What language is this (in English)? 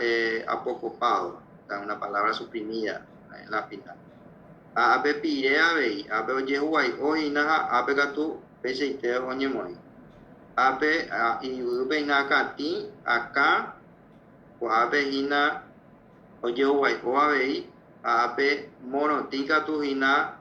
Guarani